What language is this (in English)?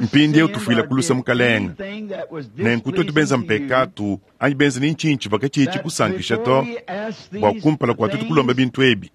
Luba-Lulua